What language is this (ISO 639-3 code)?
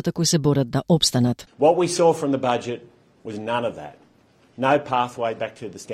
mkd